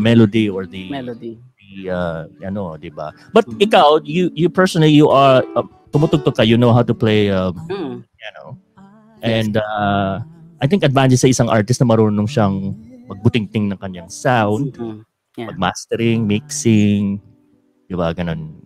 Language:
Filipino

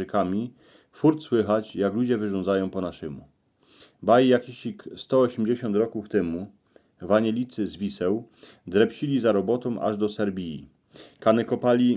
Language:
Silesian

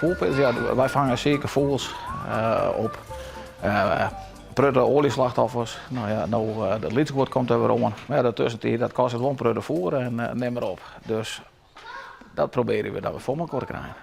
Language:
Western Frisian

